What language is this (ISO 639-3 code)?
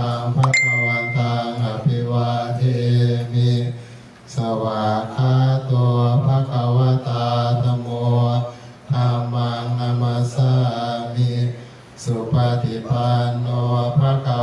pli